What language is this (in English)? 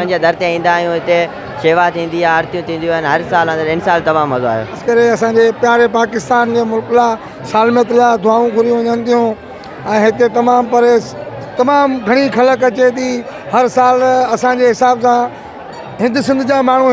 Sindhi